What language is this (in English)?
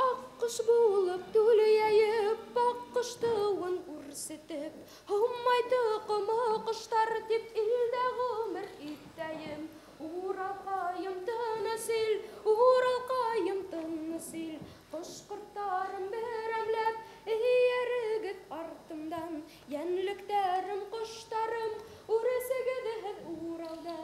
Bashkir